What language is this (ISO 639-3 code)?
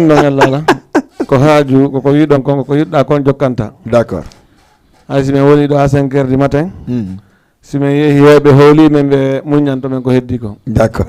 ful